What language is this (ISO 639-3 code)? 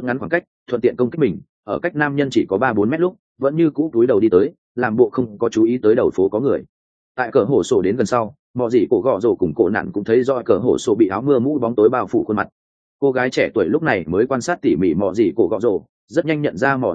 vie